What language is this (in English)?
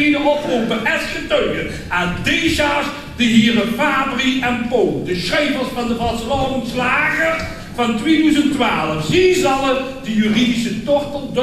Limburgish